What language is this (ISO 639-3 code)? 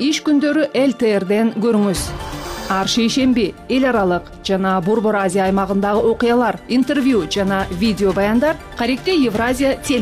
kir